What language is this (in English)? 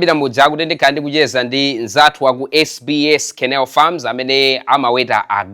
Nyanja